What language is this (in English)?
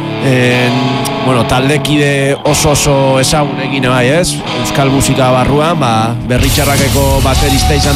Basque